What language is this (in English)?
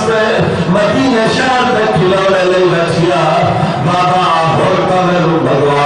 Saraiki